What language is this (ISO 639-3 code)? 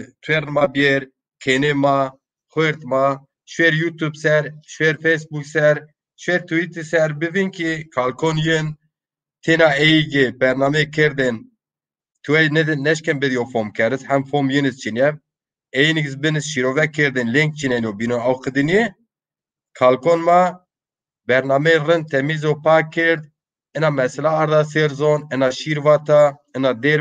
zza